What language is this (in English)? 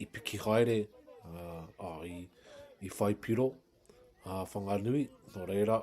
Māori